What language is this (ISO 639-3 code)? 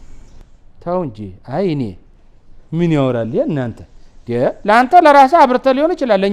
amh